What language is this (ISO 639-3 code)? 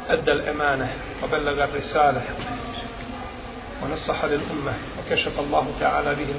bos